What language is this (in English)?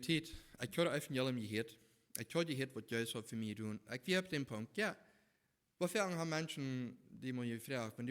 Plautdietsch